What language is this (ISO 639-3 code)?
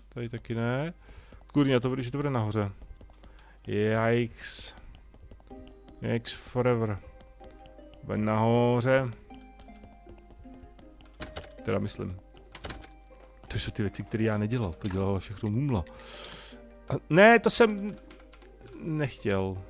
ces